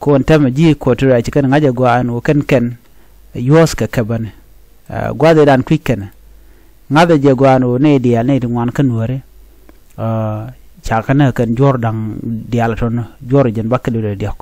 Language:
Nuer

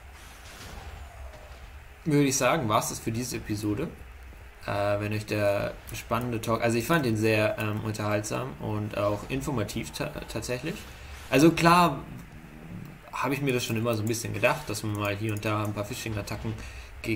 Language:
German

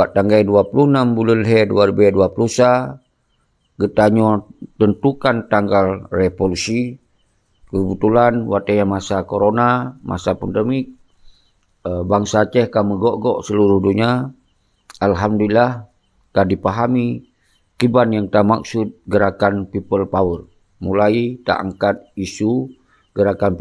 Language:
Achinese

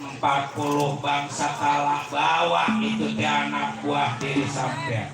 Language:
Betawi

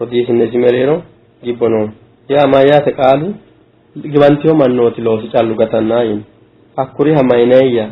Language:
Sidamo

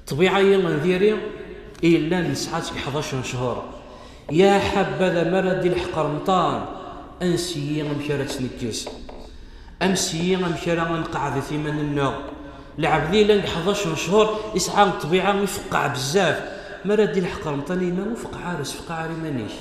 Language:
Kabyle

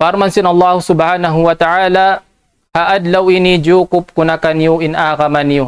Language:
Tausug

